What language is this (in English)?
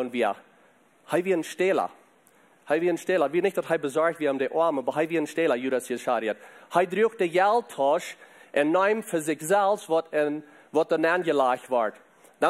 Plautdietsch